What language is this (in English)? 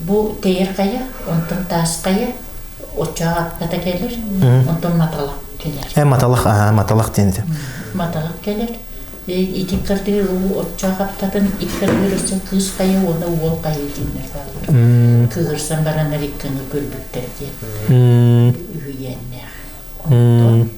Yakut